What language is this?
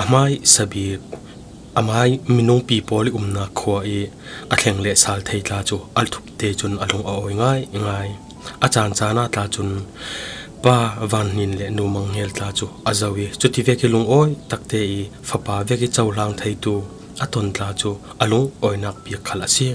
Falam Chin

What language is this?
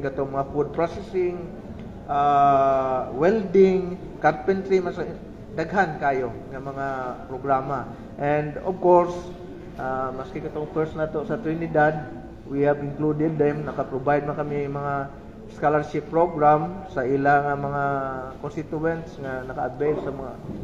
Cebuano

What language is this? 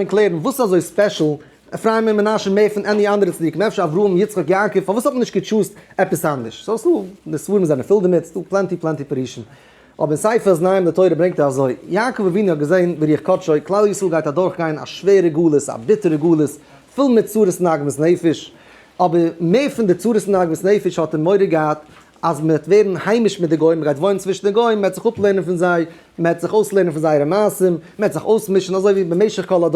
Yiddish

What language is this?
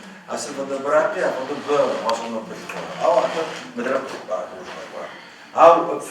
Adyghe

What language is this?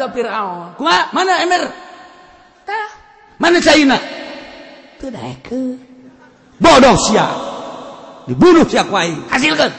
Sundanese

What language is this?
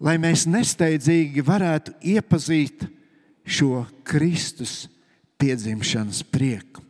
Latvian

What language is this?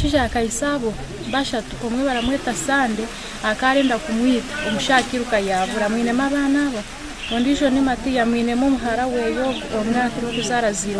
Nyankole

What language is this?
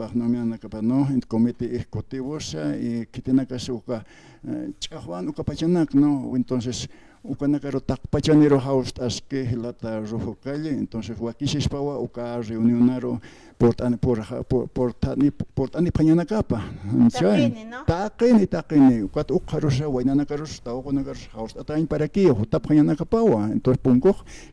Aymara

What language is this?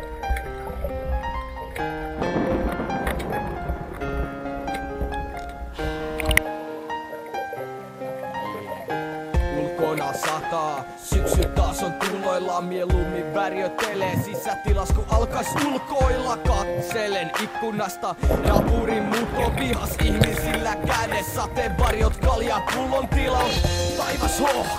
Finnish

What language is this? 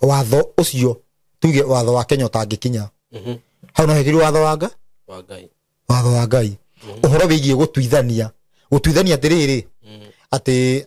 Kikuyu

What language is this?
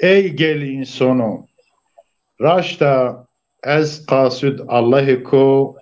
Zaza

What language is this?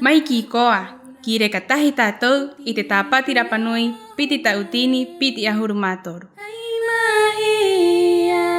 Rapanui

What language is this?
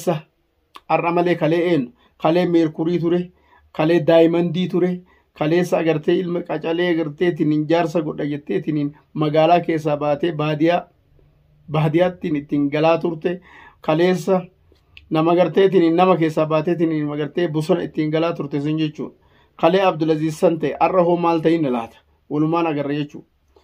Oromo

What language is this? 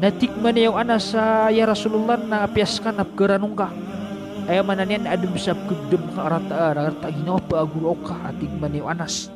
Maranao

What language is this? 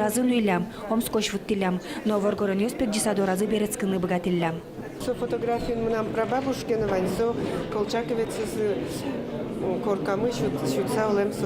Udmurt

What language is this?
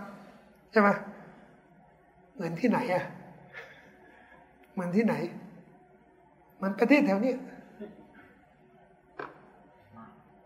Thai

